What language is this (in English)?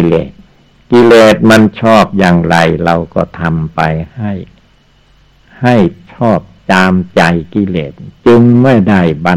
Thai